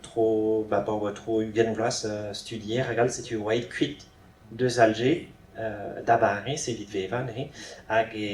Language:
Breton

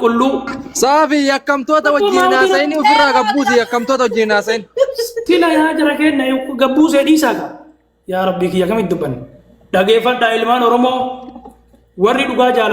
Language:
Oromo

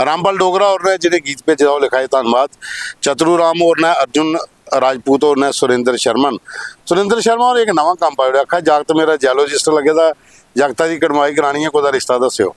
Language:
Dogri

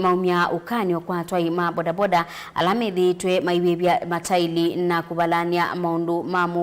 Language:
Kamba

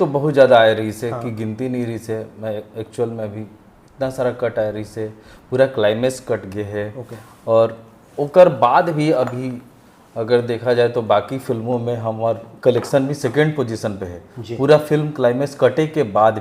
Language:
Chhattisgarhi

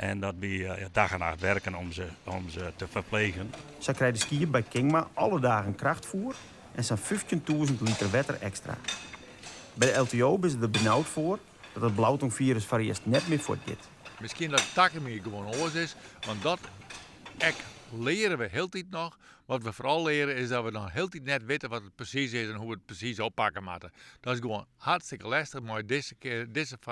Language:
Western Frisian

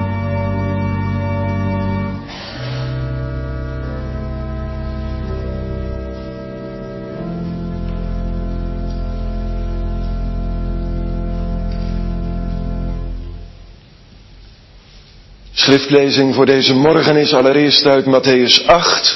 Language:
Dutch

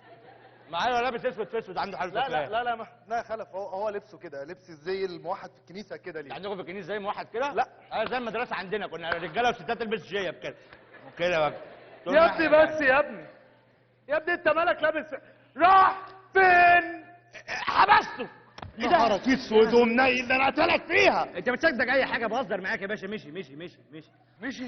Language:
Egyptian Arabic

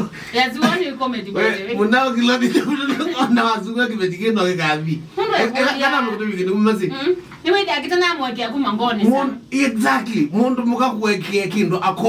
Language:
Kamba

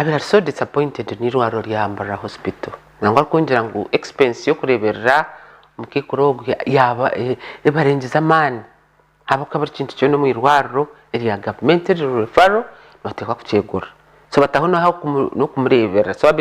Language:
Nyankole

